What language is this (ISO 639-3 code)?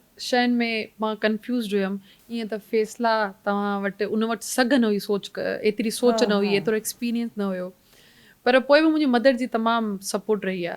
snd